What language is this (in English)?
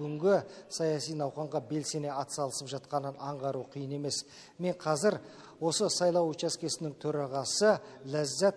Kazakh